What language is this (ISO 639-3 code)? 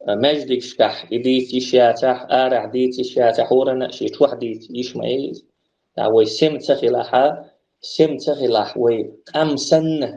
che